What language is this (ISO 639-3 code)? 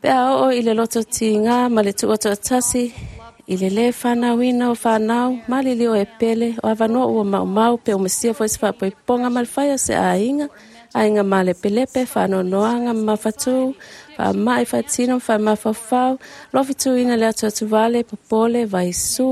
smo